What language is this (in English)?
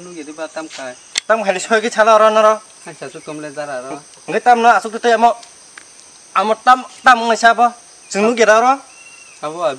Kok Borok